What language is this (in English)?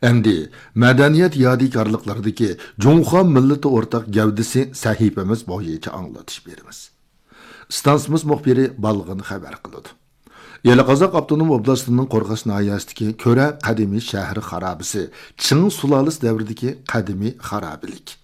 Uyghur